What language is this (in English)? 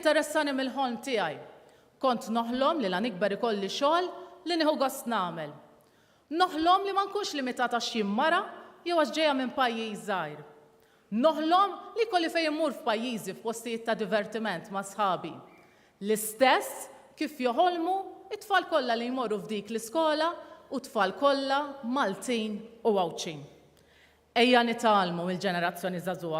Maltese